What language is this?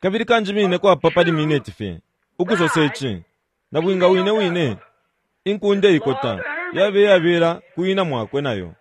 Bemba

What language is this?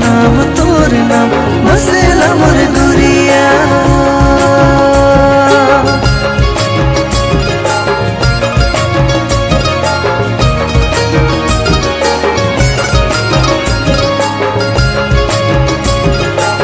Sadri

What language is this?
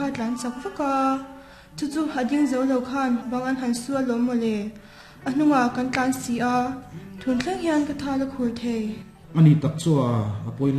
Mizo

